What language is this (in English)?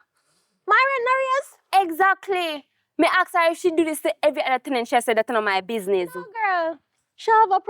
Jamaican Creole English